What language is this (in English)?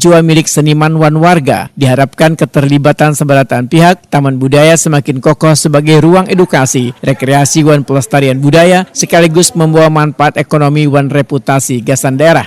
Banjar